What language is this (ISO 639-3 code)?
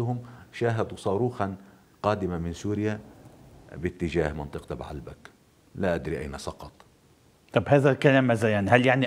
apc